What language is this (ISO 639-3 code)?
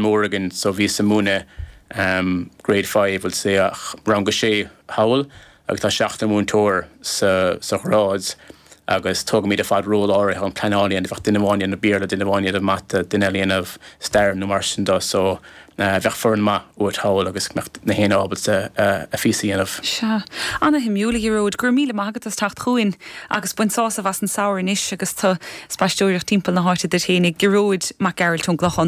gle